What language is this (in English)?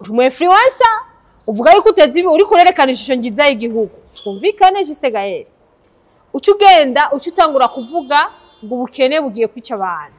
Rundi